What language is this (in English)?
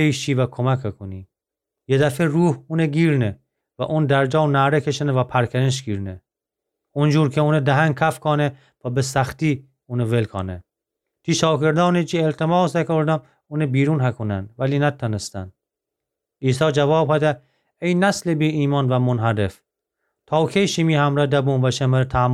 Gilaki